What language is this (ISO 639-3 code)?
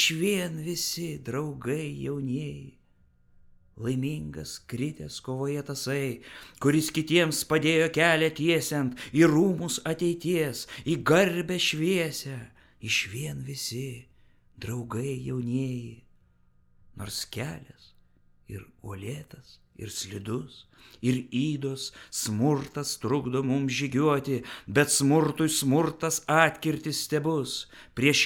lit